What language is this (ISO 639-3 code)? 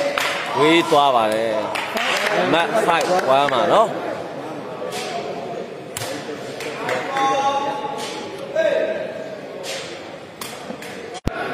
mya